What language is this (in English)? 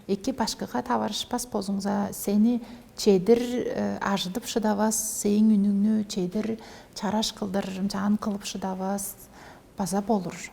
Tuvinian